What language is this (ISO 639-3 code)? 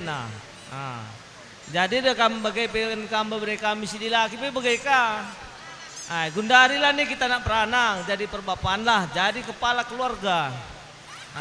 btx